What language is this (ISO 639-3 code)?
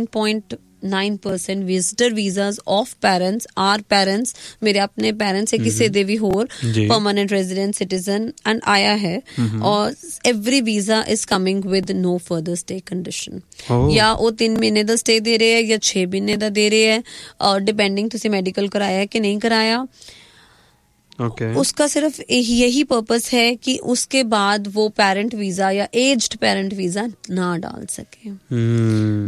pan